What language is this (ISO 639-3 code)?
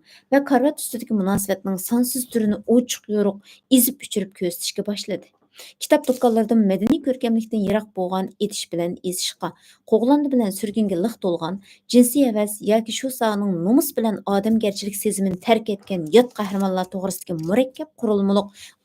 uig